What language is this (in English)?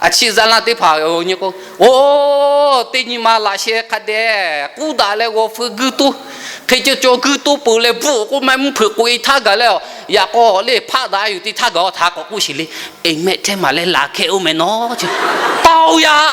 Lahu